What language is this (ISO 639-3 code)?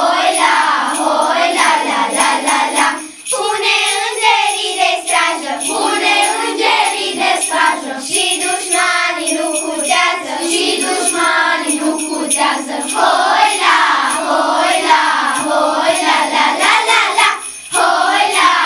ron